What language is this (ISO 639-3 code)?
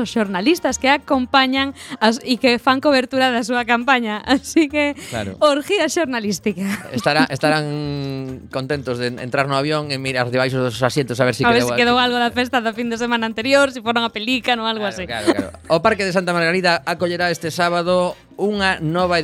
glg